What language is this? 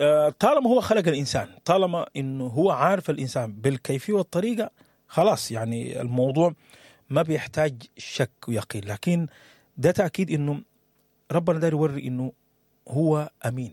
Sudanese Arabic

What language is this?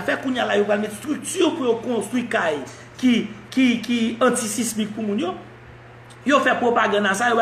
Haitian Creole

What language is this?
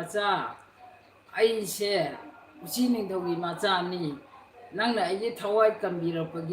Manipuri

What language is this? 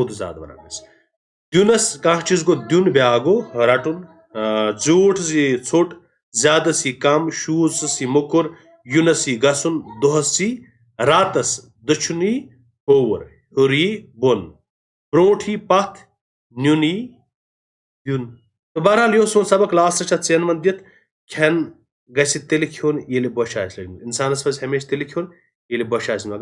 Kashmiri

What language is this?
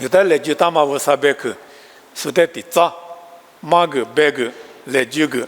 Lisu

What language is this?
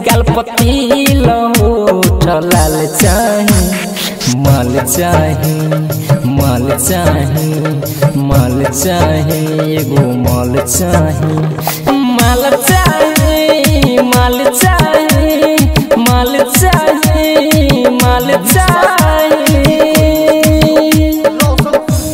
Bhojpuri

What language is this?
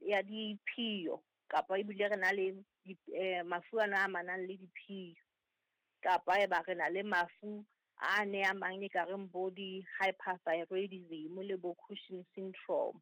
Southern Sotho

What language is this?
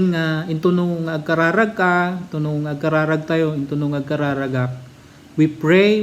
Iloko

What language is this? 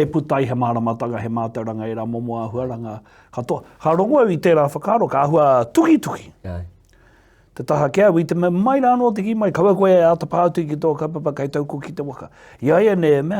Māori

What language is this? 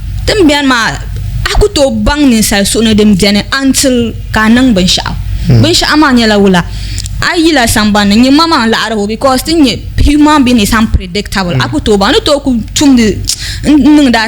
Dagbani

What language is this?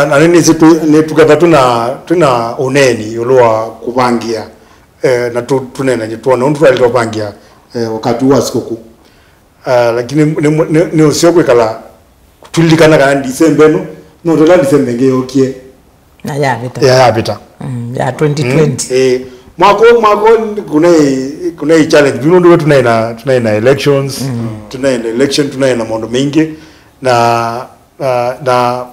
Kamba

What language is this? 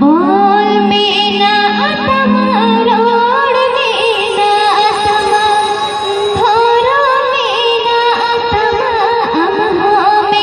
Santali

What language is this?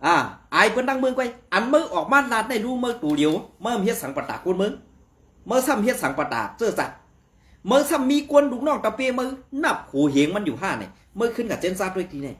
Shan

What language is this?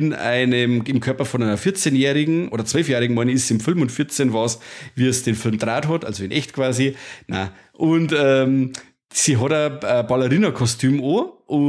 Bavarian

